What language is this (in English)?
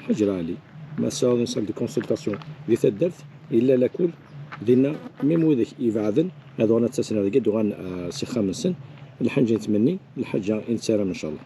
Kabyle